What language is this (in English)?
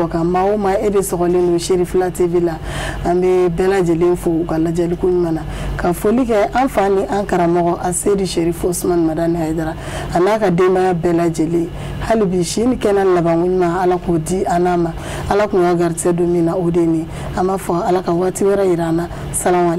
Bambara